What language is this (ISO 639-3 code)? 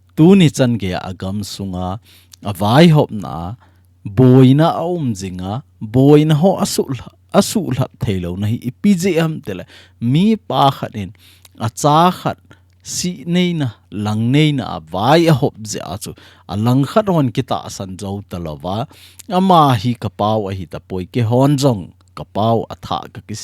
tcz